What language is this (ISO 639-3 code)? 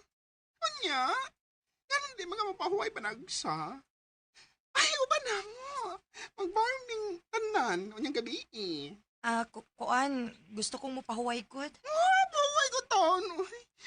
ceb